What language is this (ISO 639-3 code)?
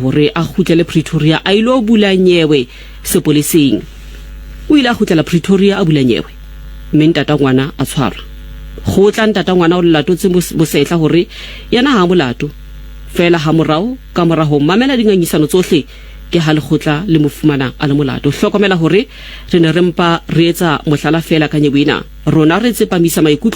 tsn